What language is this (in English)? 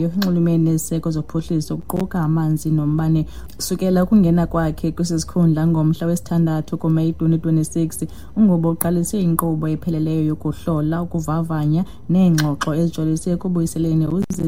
Xhosa